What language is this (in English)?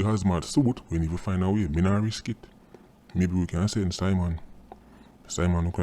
Jamaican Creole English